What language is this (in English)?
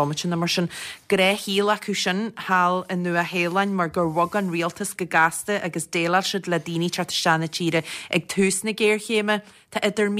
Irish